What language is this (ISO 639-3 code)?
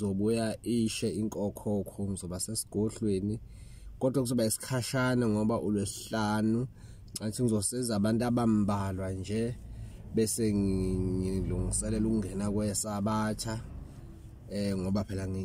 zul